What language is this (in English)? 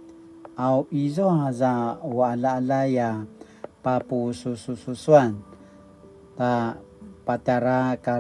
Paiwan